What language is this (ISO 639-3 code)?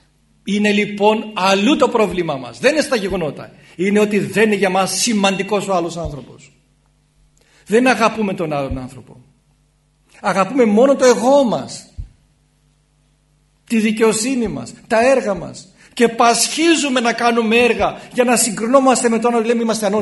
ell